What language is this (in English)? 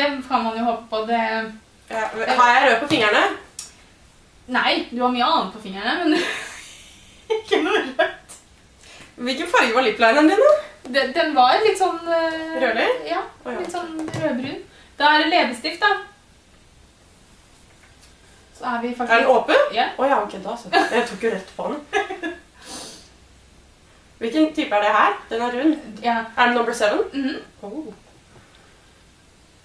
Norwegian